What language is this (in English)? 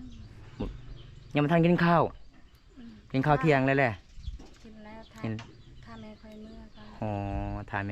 Lao